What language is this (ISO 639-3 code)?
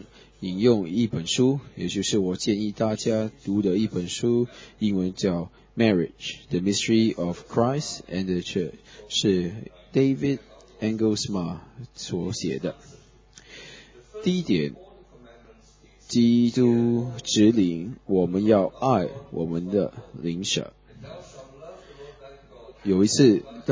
zho